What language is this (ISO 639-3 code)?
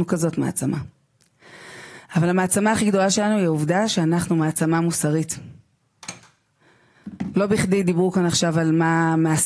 heb